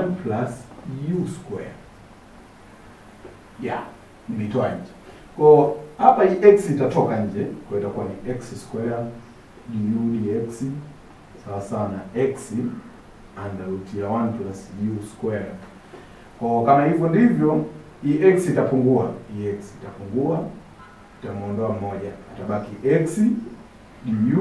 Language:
Swahili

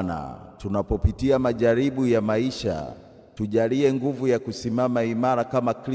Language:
Swahili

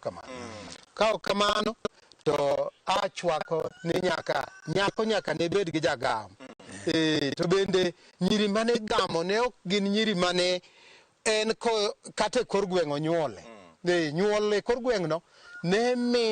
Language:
Luo (Kenya and Tanzania)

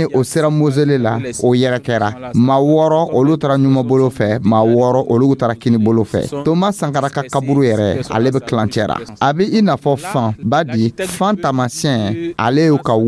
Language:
Dyula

